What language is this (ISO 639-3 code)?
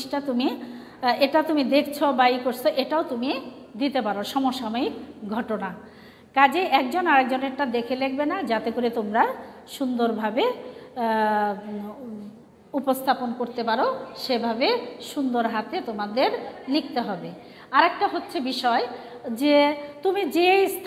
ben